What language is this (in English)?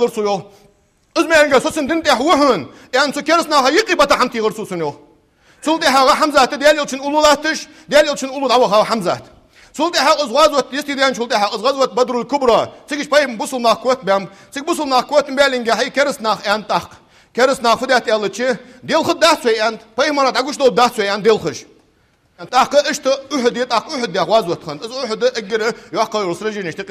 Ingush